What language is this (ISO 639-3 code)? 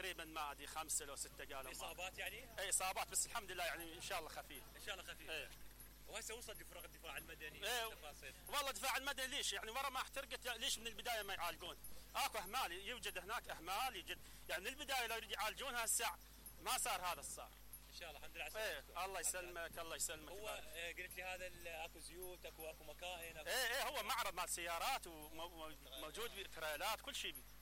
acm